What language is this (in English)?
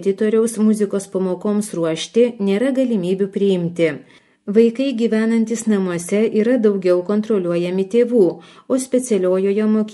Lithuanian